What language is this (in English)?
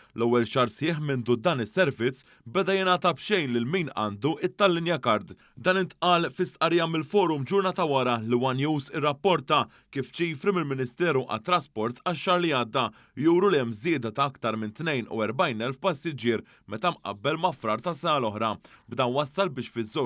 Maltese